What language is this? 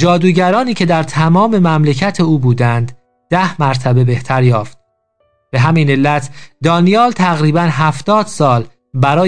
Persian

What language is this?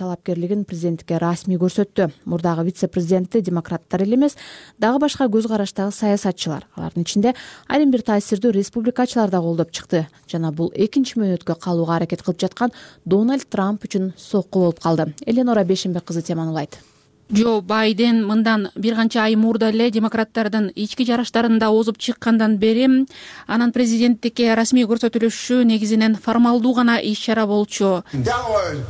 Kyrgyz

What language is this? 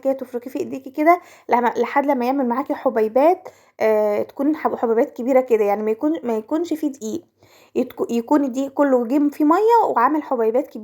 Egyptian Arabic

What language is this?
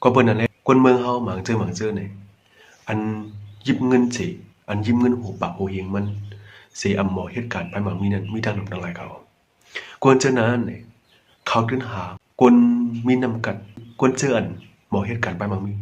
Shan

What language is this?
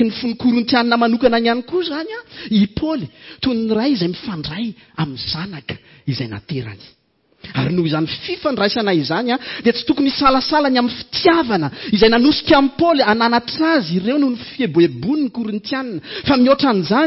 Malagasy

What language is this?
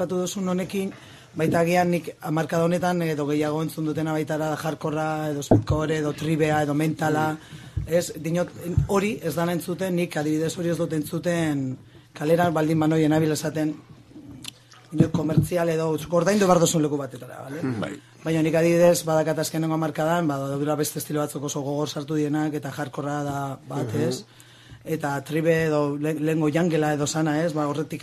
Basque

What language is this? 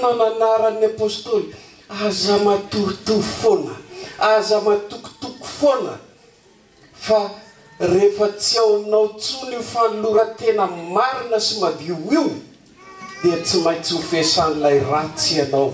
Malagasy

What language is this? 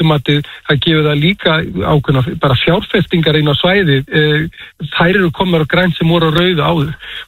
Icelandic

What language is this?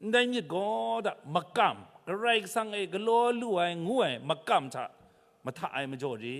Kachin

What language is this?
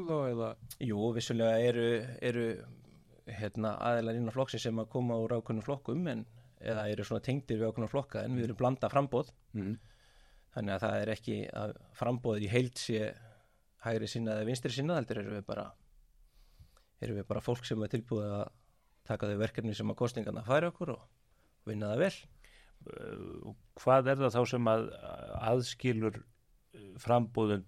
Icelandic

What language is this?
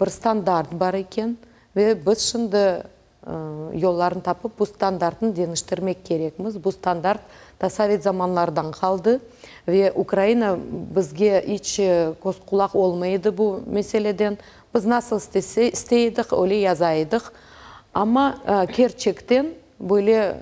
Crimean Tatar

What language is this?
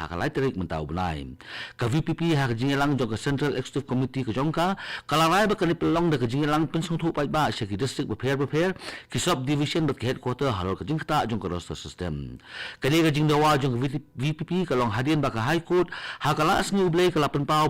Khasi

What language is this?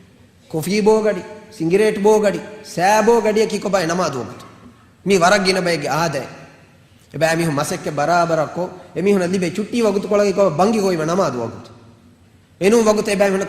Divehi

